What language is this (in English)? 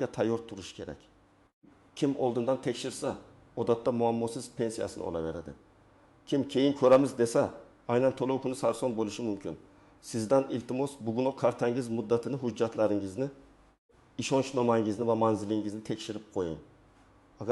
Uzbek